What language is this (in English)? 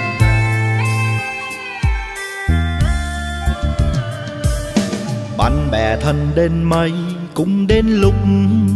Vietnamese